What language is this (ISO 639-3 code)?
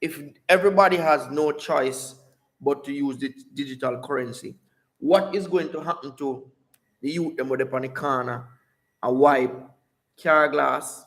jam